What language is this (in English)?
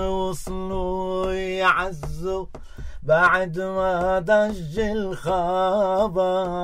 North Levantine Arabic